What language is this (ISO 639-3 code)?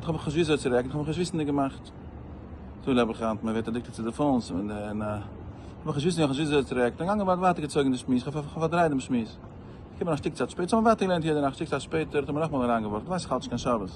yid